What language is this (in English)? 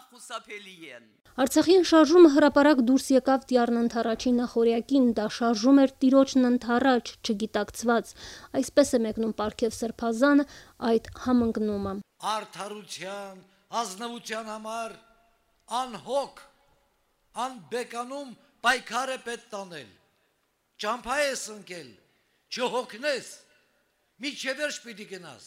Armenian